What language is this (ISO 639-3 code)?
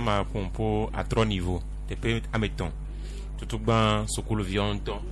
gej